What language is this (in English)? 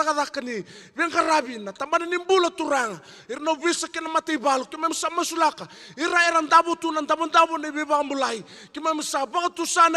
Fijian